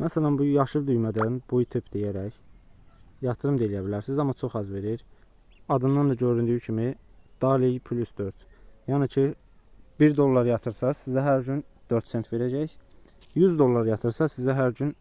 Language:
Azerbaijani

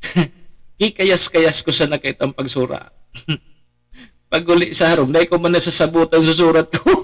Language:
Bikol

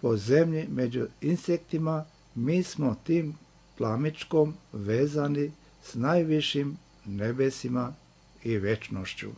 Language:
Serbian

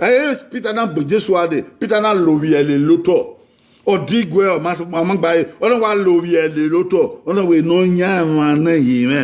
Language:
Bini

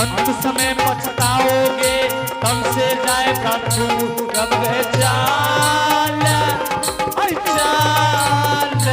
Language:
Angika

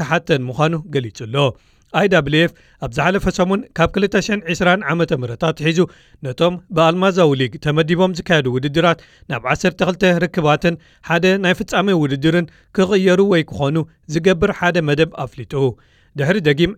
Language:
Tigrinya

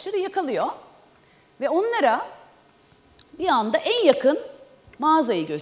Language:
Turkish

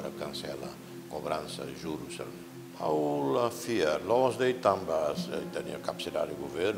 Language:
Tetum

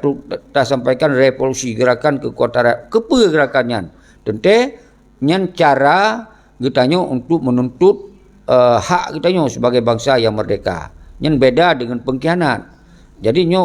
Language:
Achinese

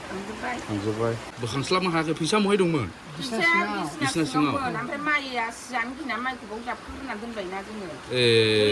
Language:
Bodo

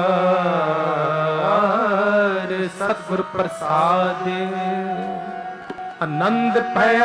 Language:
Punjabi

